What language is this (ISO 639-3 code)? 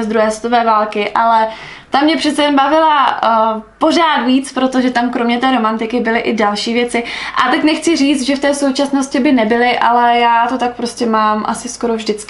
ces